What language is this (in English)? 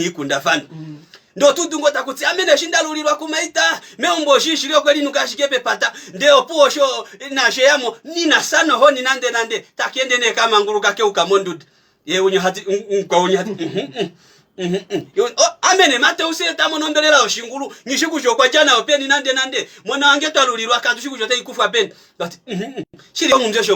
Kuanyama